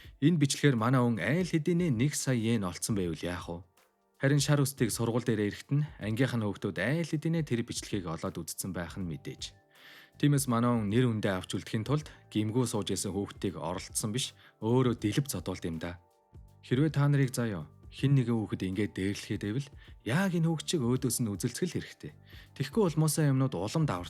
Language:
Mongolian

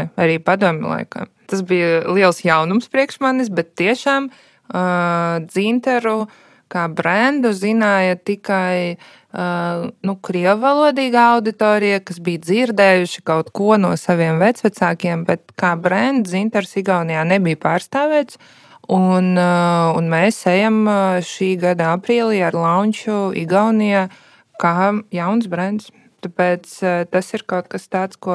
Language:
Latvian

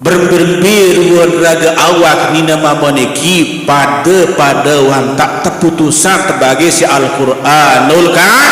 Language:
Sasak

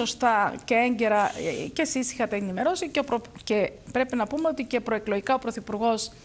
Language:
Greek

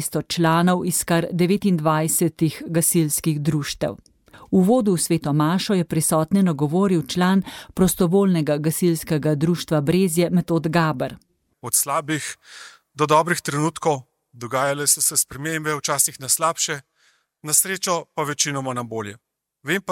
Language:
Slovenian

